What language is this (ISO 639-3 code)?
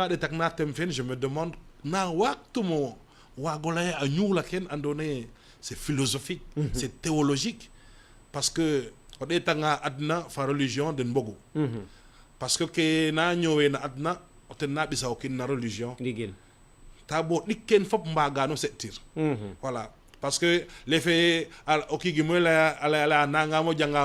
srr